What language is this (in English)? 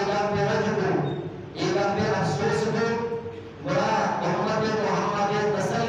Eastern Balochi